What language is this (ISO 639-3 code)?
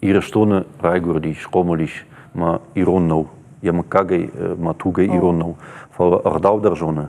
oss